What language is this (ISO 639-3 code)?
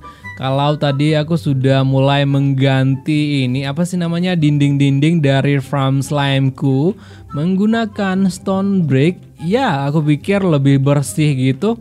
ind